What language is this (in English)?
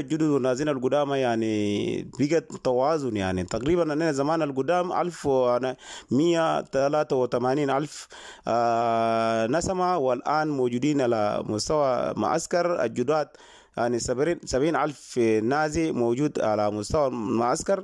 Sudanese Arabic